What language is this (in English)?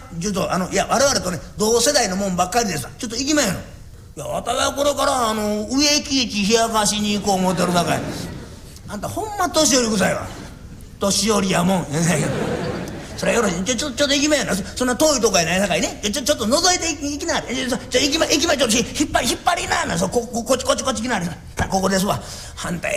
Japanese